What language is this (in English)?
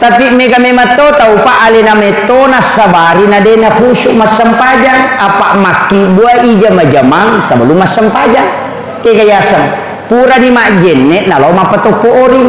Buginese